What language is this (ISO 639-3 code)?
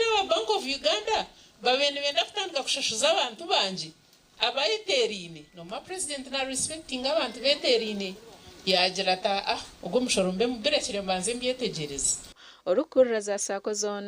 nyn